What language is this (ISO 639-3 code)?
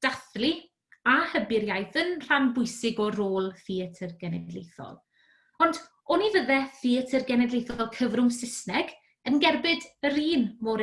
cym